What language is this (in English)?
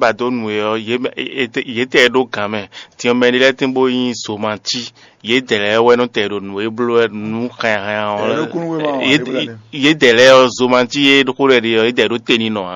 Fon